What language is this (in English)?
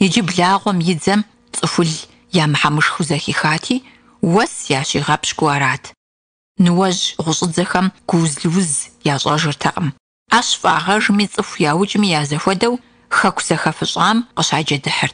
Kabardian